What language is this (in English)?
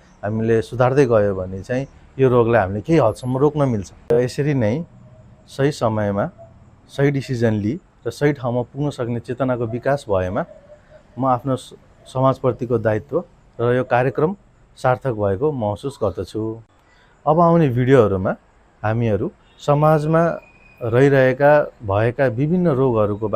Nepali